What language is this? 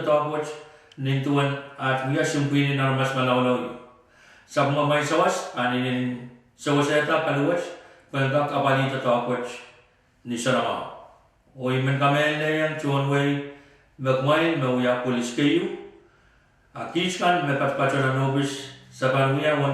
Pohnpeian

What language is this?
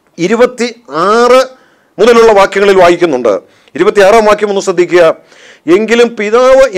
Malayalam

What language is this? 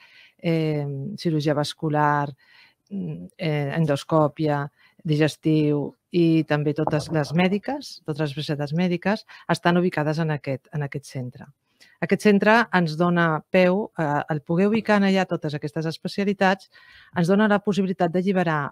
Catalan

